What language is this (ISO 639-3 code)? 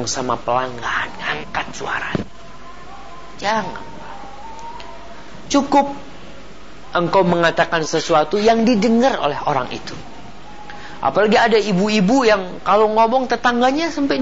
ind